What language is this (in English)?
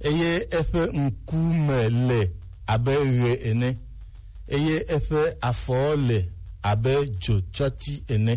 Gen